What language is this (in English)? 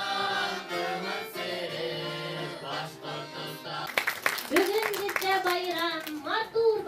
Bashkir